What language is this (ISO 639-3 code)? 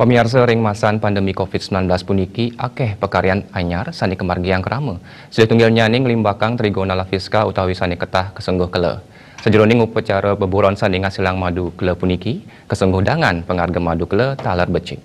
ban